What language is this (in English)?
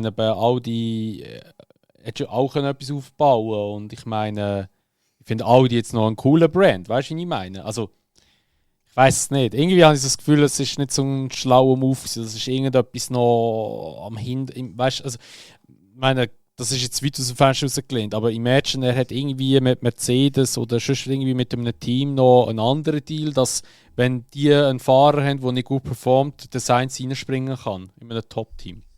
Swiss German